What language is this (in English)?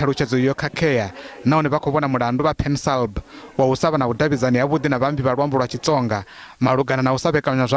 Venda